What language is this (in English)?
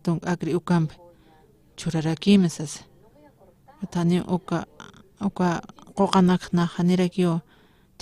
Aymara